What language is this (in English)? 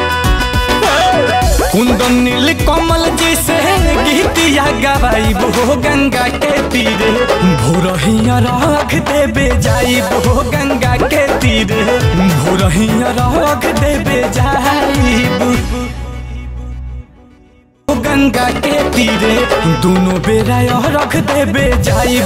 Bhojpuri